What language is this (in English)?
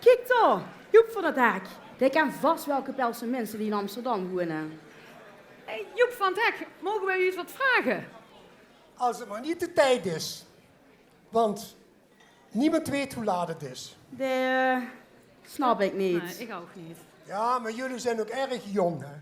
Limburgish